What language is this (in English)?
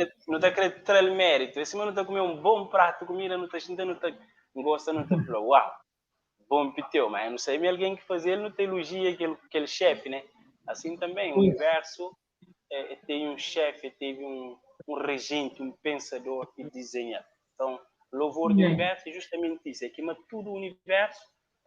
Kabuverdianu